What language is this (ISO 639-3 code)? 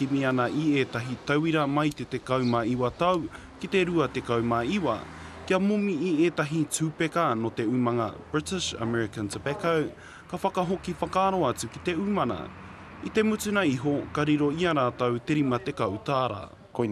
mri